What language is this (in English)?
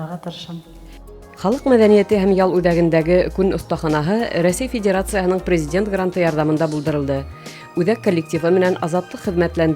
Bashkir